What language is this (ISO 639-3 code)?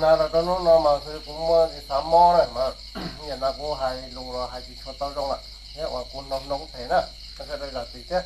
hmn